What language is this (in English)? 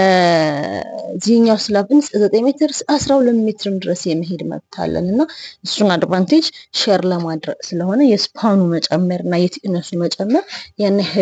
Amharic